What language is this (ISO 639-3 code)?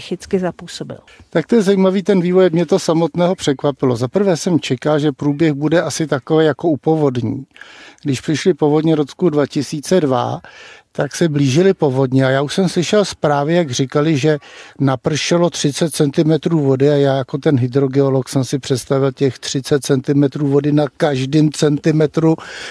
ces